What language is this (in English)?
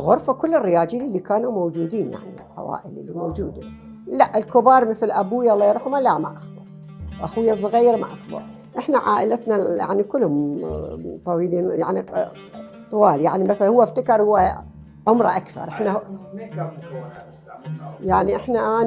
Mesopotamian Arabic